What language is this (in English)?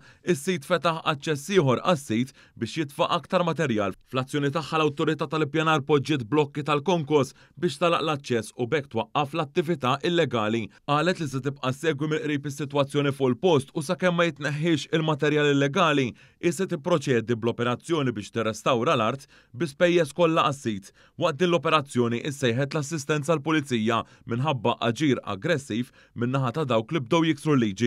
Maltese